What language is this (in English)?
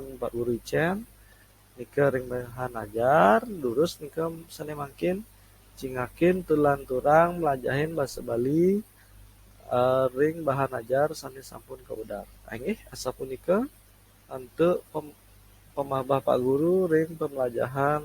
Balinese